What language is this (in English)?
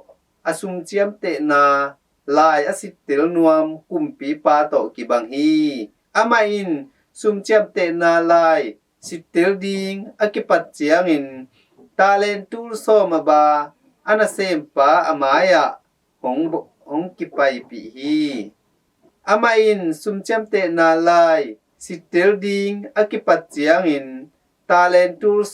Tedim Chin